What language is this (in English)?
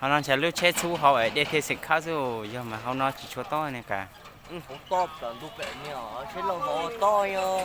Hmong